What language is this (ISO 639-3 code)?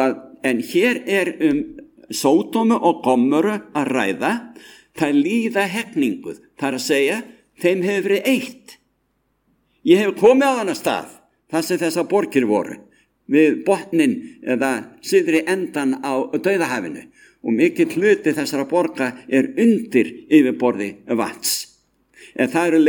isl